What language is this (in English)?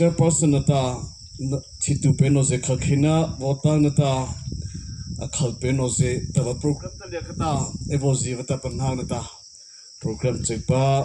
Mara Chin